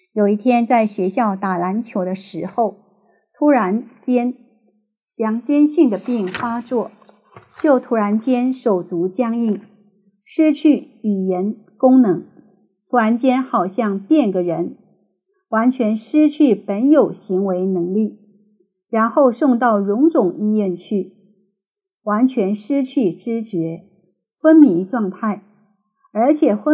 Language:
Chinese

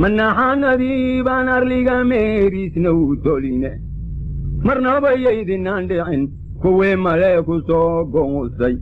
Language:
Somali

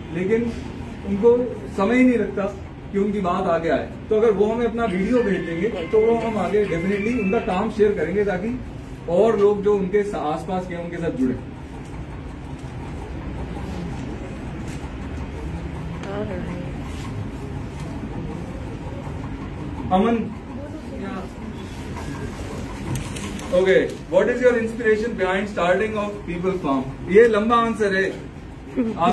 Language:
Hindi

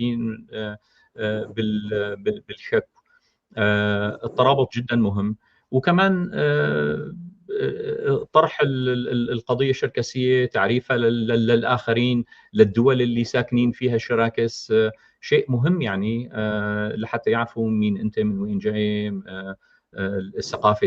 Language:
North Levantine Arabic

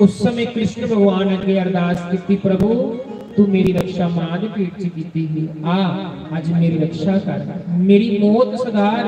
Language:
Dogri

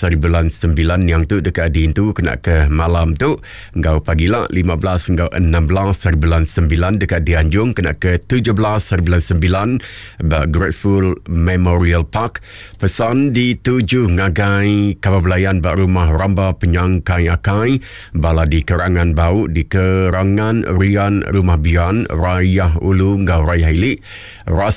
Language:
Iban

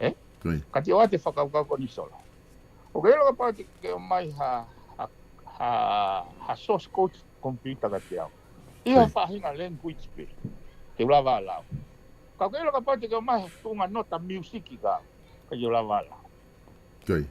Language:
Tongan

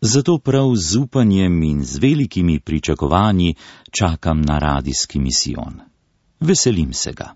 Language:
Slovenian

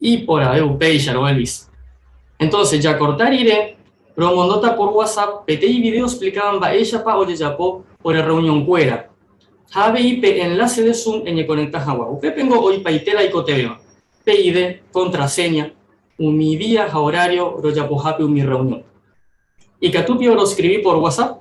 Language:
Guarani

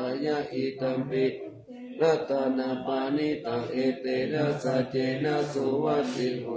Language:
Pali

